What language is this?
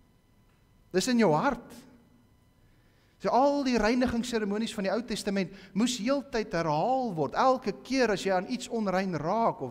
Afrikaans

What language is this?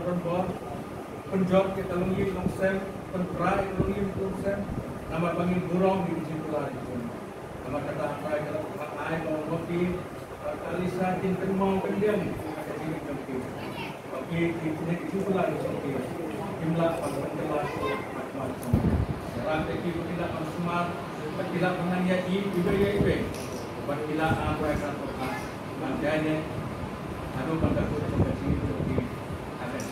Khasi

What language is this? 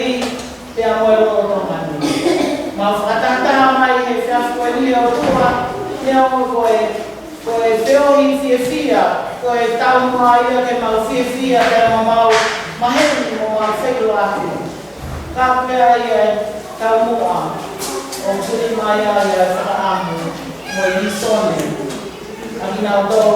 Tongan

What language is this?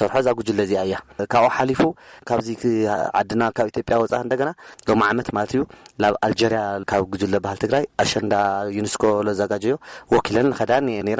Tigrinya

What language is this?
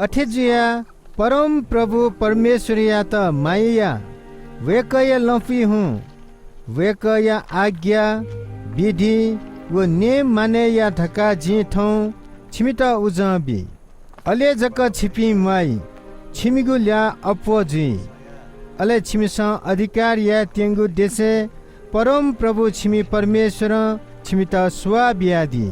Newari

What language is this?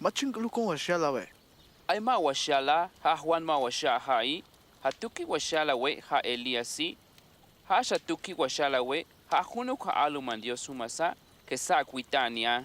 Tojolabal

